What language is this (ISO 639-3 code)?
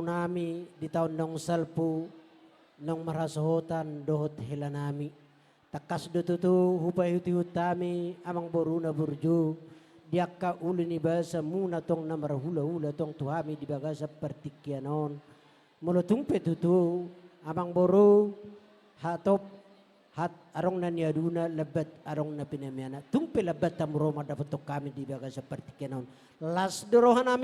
bbc